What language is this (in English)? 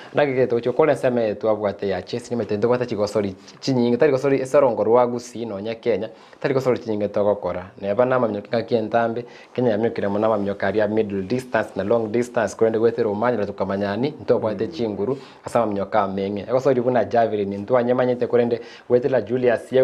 Gusii